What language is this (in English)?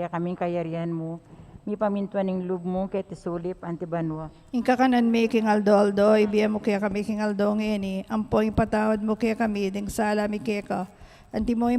Pampanga